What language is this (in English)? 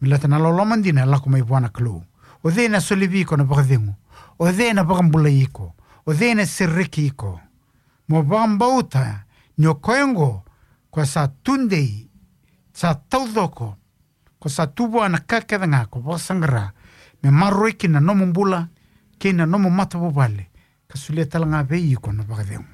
Fijian